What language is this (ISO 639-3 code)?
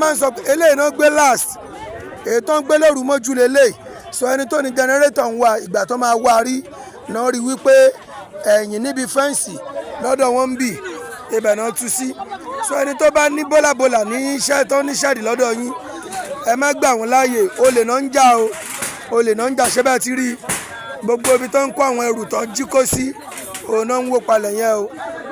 yor